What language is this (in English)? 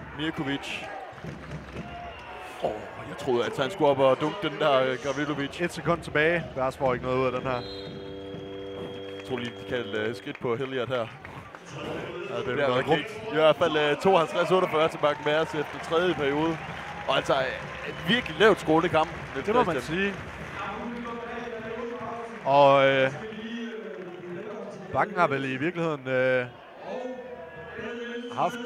Danish